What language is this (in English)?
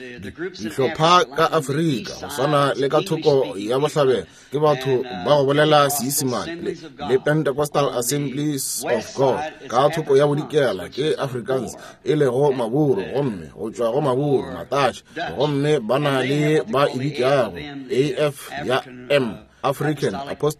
Northern Sotho